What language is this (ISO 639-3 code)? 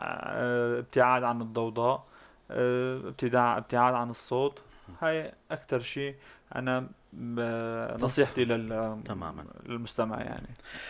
apc